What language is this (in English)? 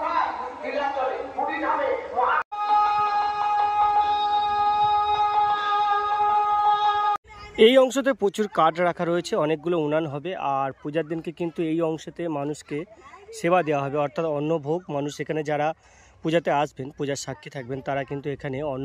Bangla